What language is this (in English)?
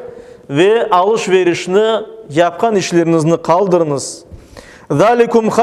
Crimean Tatar